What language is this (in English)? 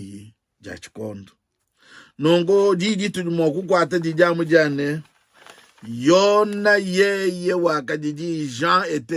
Luba-Lulua